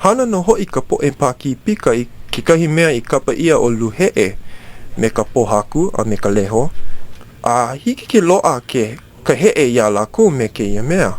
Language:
Hawaiian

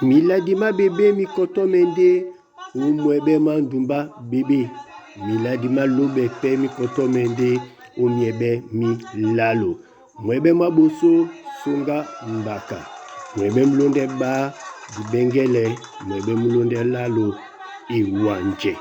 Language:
Duala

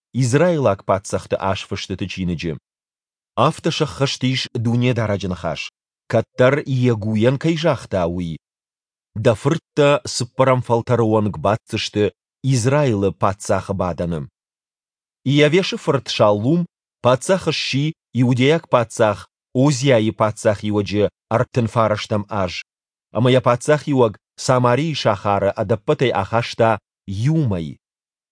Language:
Ossetic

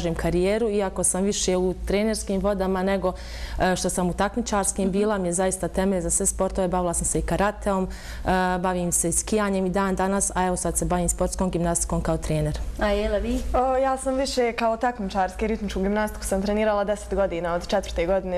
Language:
Bosnian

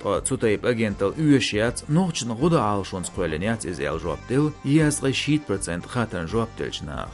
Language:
Chechen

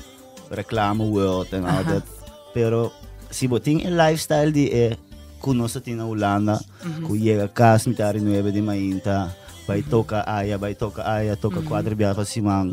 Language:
Papiamento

